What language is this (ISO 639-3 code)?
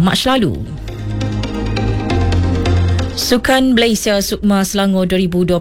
msa